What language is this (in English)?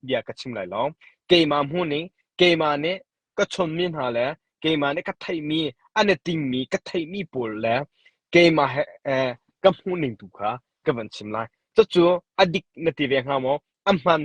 Hakha Chin